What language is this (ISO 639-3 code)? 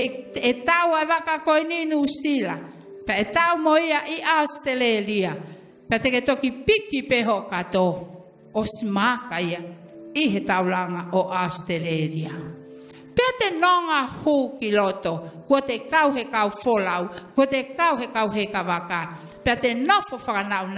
ton